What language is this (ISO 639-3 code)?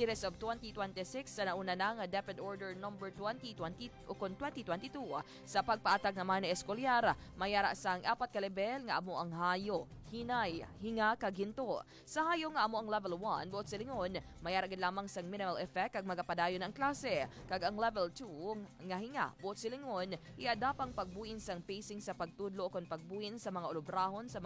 hil